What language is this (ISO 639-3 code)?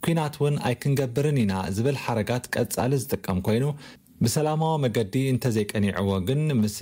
tir